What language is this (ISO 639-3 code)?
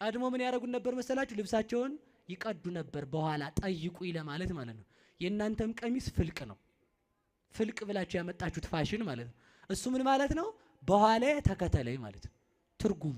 amh